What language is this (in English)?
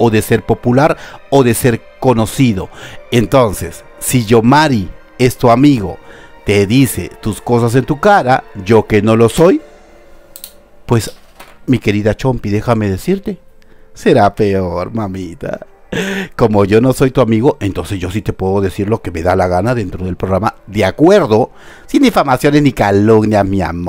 Spanish